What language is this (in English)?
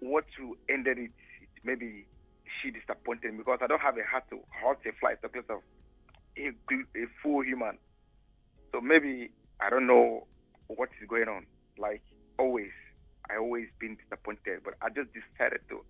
Nigerian Pidgin